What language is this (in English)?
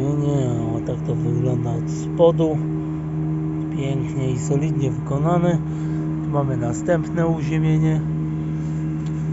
Polish